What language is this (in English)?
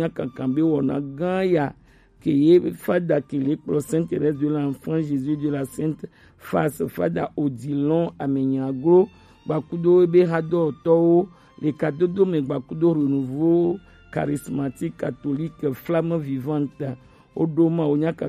Gen